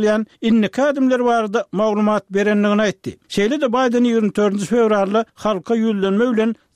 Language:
Turkmen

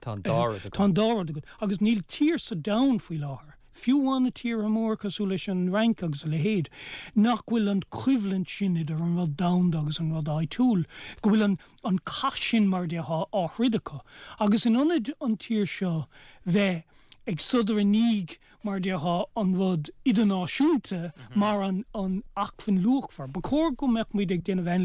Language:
Irish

